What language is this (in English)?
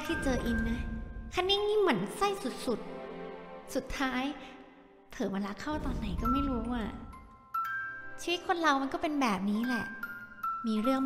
Thai